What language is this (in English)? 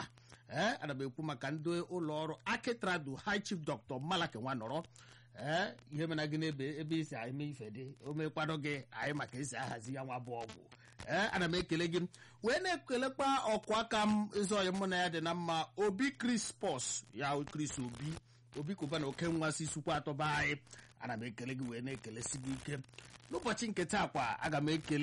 Igbo